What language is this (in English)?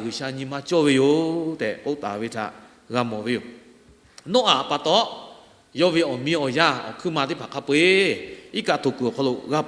Lahu